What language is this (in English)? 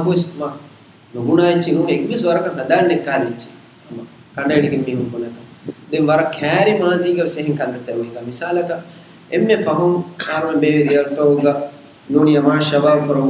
Divehi